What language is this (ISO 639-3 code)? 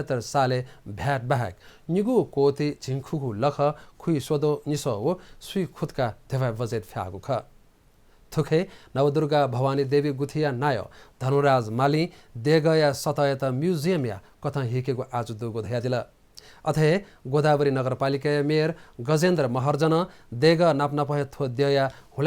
new